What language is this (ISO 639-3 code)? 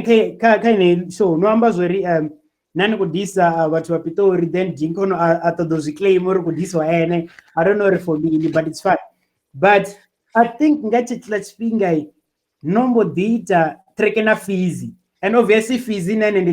ven